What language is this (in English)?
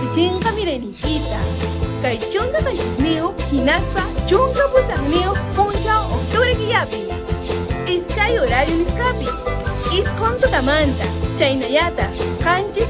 Ayacucho Quechua